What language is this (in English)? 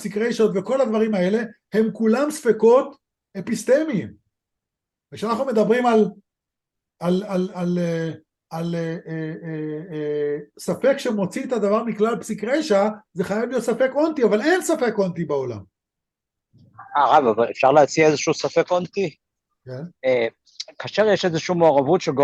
Hebrew